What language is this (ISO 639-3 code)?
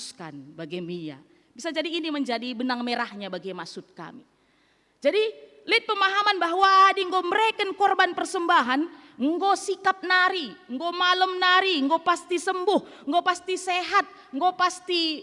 btx